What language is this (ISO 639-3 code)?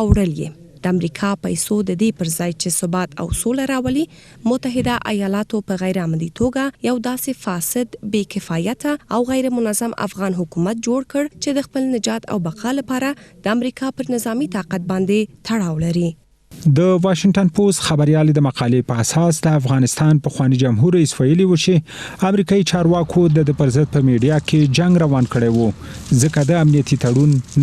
pus